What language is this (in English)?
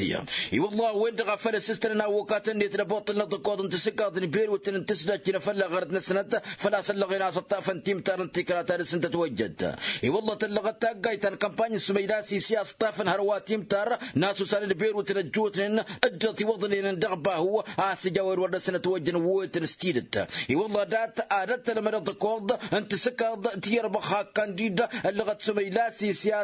Tamasheq